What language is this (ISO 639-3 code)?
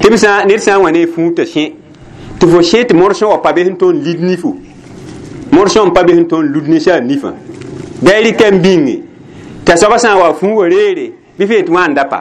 mos